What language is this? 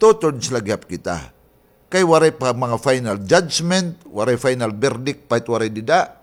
Waray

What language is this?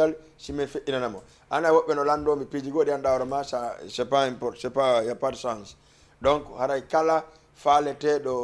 Fula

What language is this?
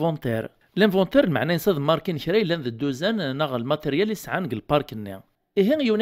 Kabyle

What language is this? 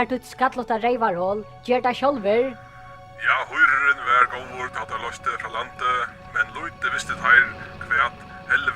Faroese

